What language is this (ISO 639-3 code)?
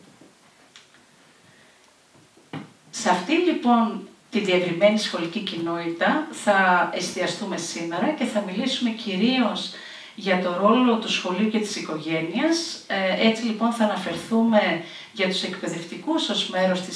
ell